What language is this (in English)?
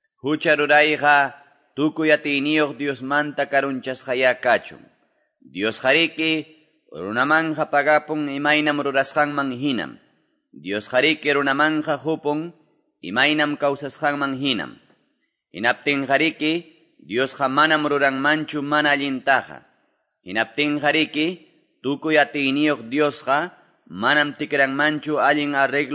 Quechua